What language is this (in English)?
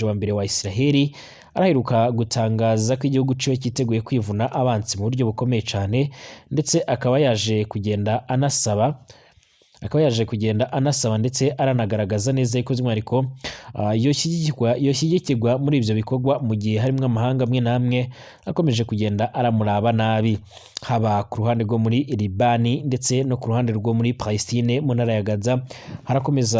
Rundi